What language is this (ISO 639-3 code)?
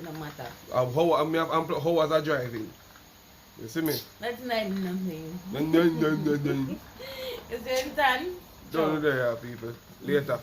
jam